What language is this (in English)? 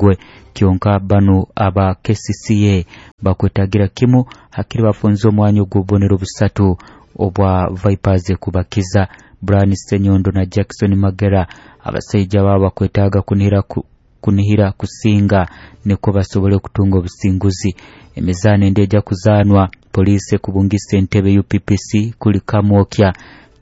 Nyoro